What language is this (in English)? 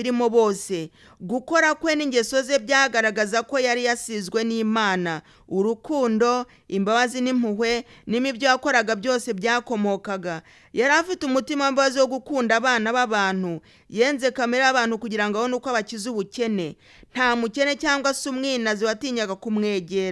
Kinyarwanda